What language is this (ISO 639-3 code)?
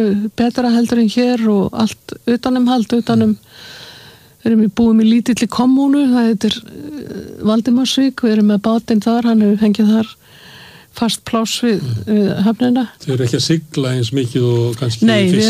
isl